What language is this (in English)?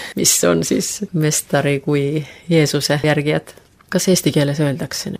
Estonian